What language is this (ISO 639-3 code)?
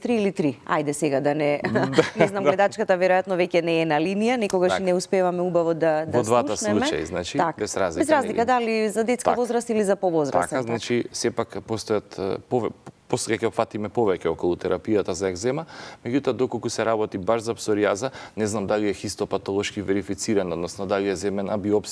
mkd